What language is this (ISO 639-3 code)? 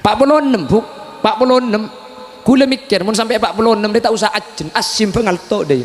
mad